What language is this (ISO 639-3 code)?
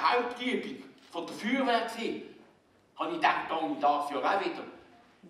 gsw